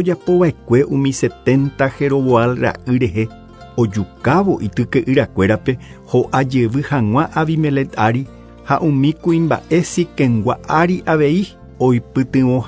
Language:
Guarani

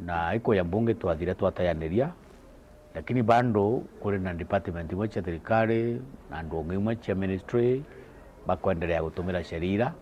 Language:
Meru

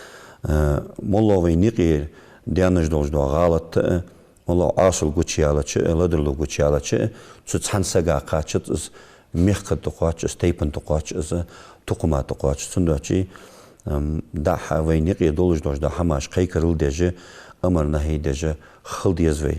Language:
Ingush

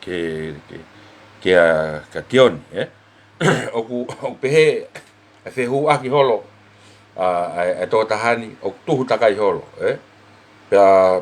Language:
Tongan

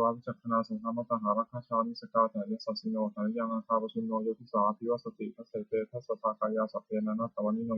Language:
Pali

